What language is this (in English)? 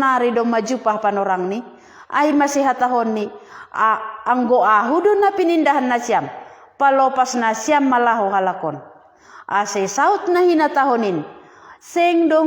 Batak Simalungun